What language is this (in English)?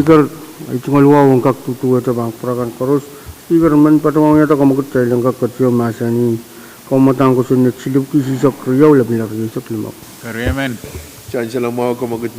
Pohnpeian